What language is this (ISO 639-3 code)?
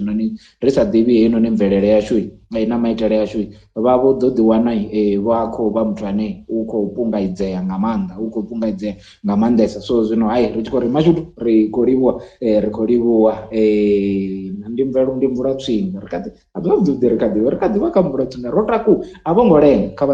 ven